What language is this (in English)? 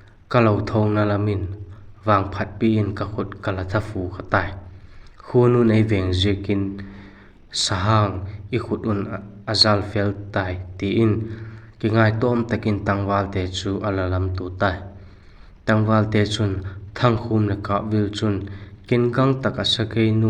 Vaiphei